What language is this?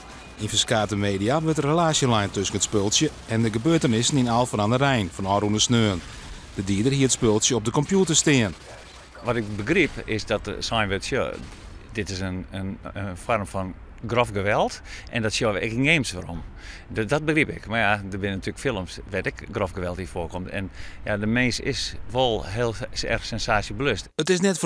Western Frisian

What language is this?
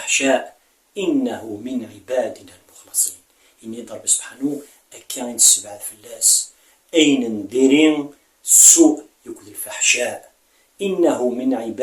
Kabyle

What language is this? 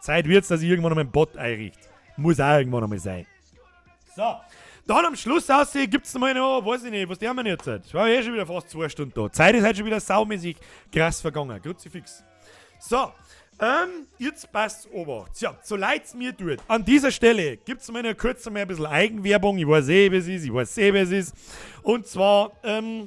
Bavarian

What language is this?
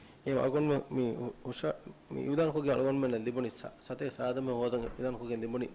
Divehi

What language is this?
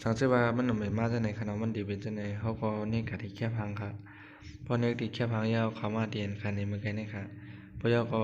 Shan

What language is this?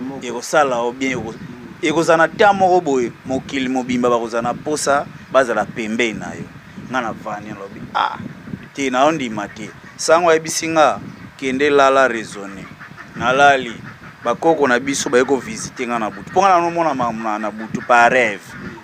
Lingala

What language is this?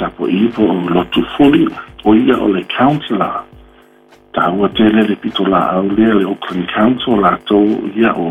Samoan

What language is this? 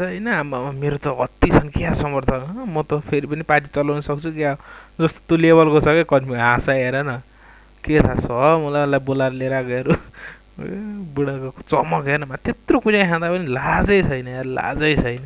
Nepali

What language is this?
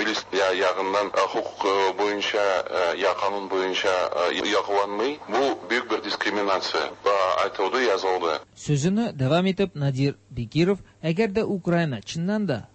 Tatar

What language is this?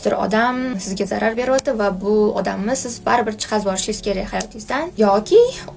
Uzbek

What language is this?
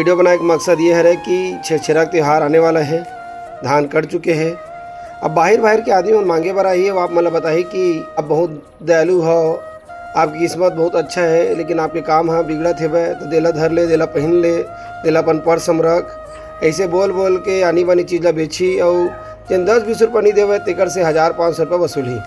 Chhattisgarhi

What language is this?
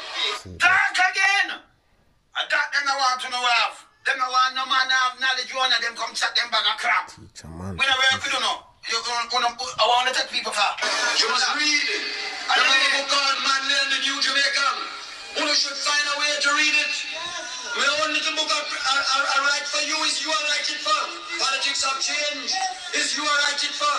Jamaican Creole English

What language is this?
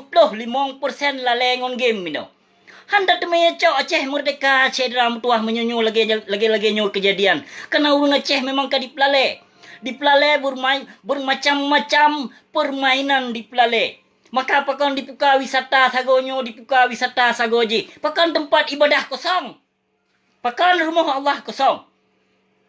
Achinese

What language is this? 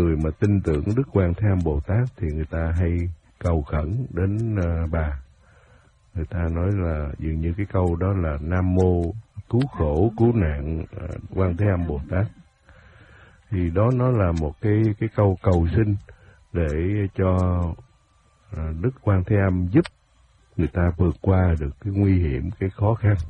Vietnamese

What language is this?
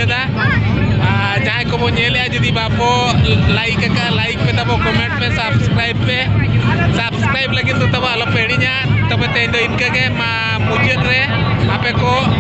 Santali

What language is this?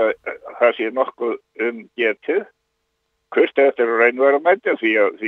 Icelandic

